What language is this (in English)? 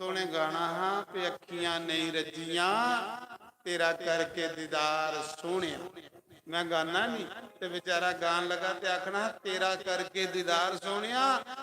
Dogri